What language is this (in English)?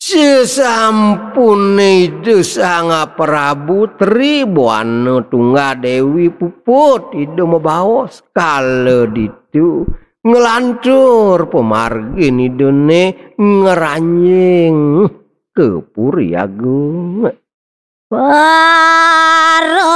Balinese